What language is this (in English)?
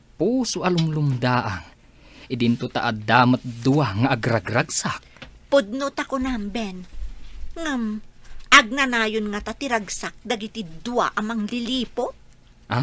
Iloko